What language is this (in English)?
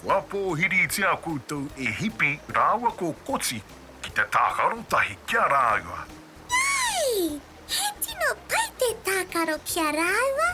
Māori